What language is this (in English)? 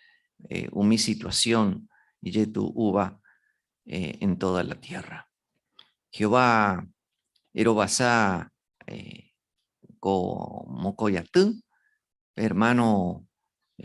Guarani